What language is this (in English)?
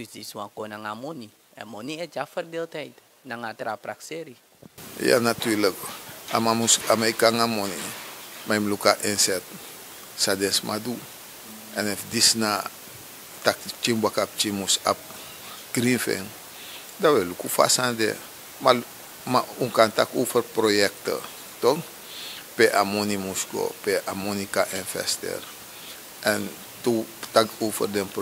Sranan Tongo